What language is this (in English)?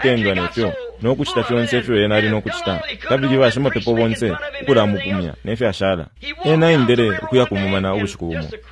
Bemba